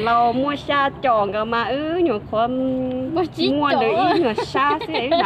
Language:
Hmong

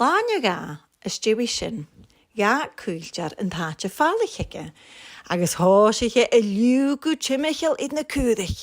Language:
Scottish Gaelic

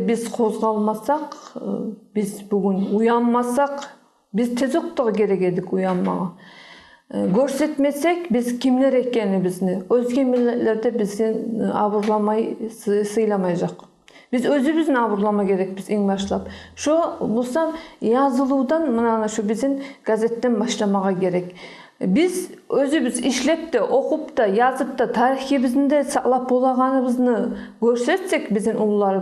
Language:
Kumyk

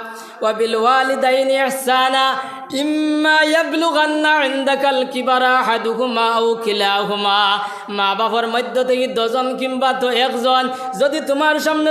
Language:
Sylheti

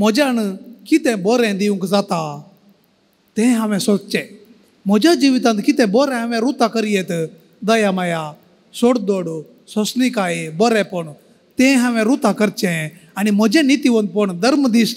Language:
Konkani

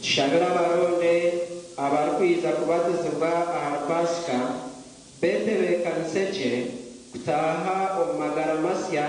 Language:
Nyankole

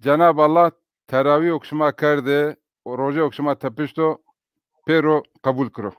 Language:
Zaza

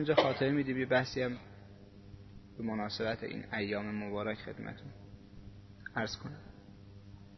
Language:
Persian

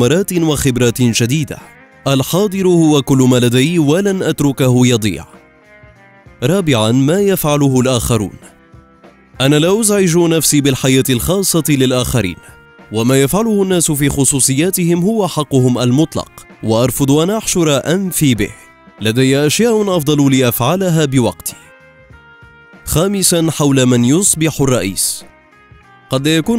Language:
Arabic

